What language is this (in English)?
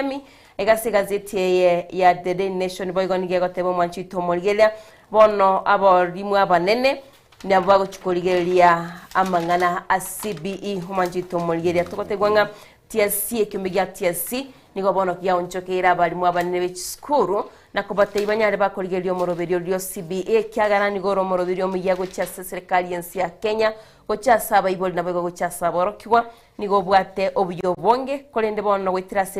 Gusii